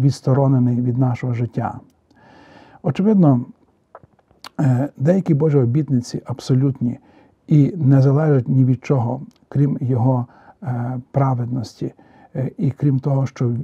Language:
Ukrainian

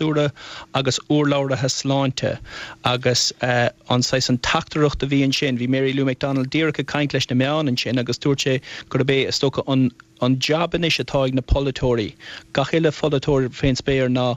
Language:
Irish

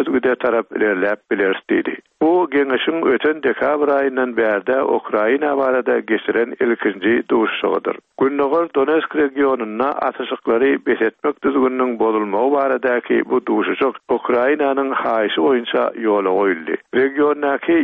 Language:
Turkmen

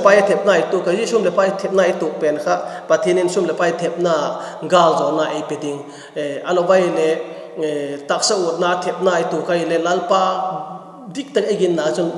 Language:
Vaiphei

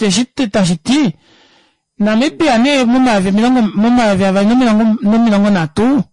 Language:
Kuanyama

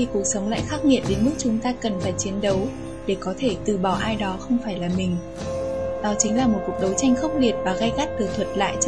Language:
Vietnamese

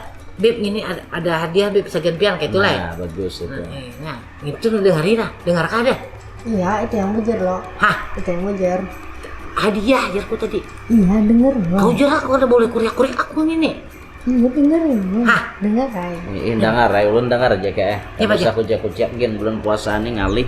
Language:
Banjar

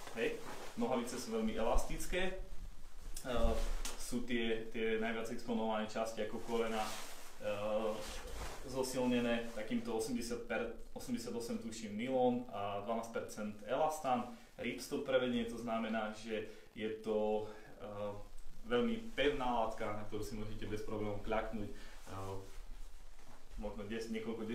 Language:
Slovak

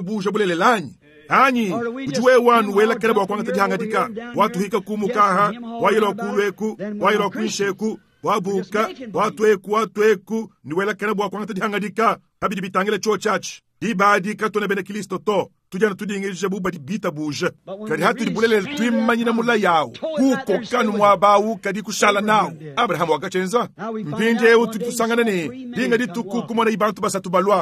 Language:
Luba-Lulua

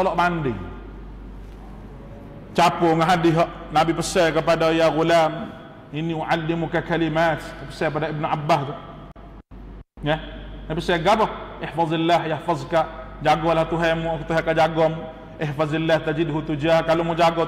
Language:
Malay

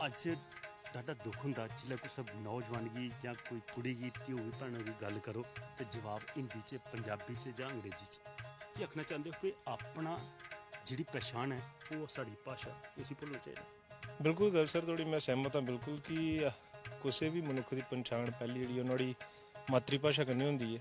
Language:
Dogri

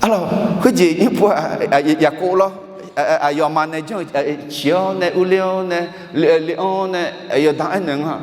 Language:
Akha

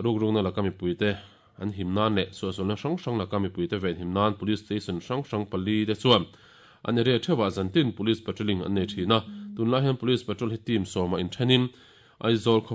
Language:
Mizo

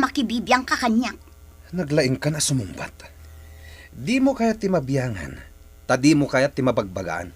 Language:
Iloko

